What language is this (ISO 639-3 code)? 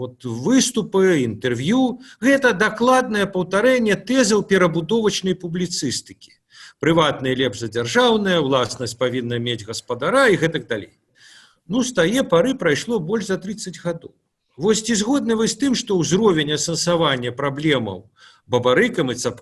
bel